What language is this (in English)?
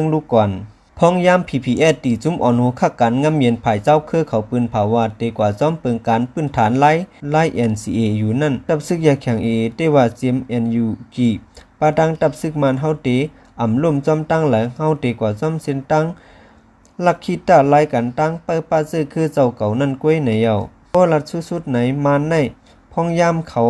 Shan